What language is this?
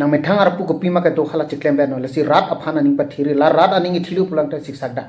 Karbi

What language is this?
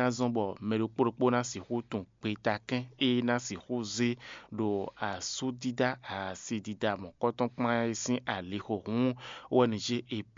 Fon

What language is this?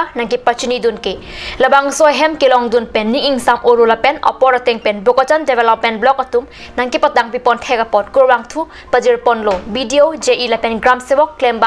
Karbi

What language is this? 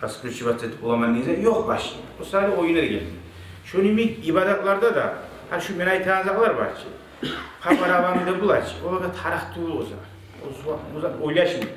Kumyk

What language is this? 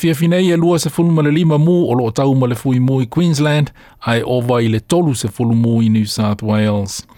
Samoan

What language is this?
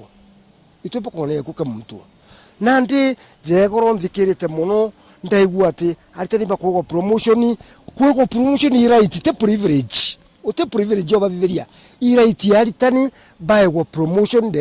Meru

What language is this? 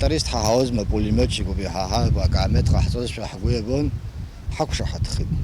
Abkhazian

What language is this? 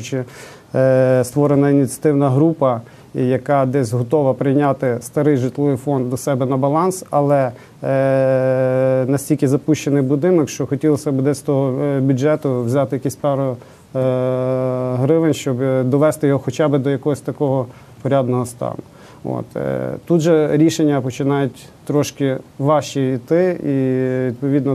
Ukrainian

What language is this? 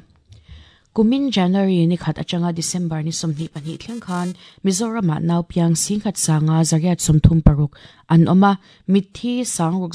Mizo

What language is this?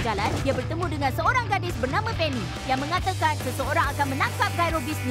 Malay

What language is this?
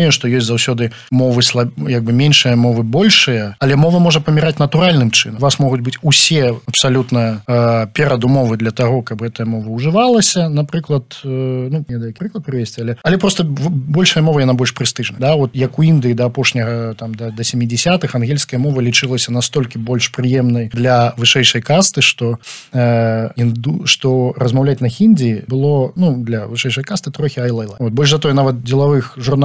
Belarusian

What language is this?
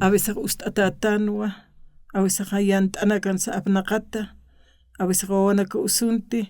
Aymara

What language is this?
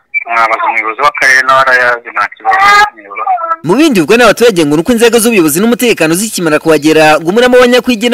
Kinyarwanda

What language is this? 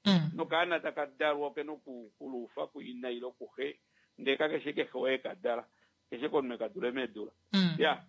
Kuanyama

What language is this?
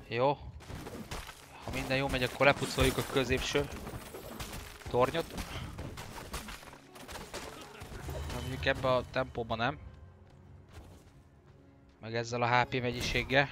Hungarian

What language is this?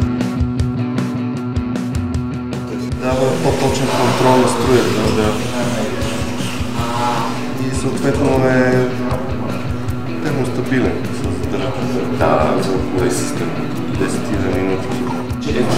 Bulgarian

